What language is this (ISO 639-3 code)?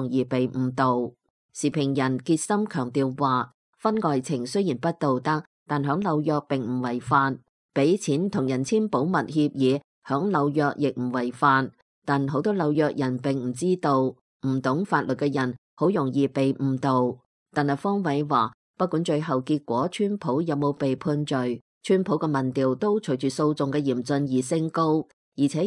yue